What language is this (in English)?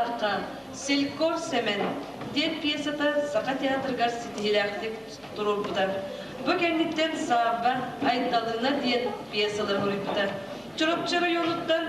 Yakut